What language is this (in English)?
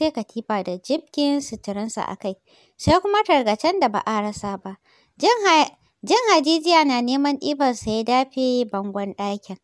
Hausa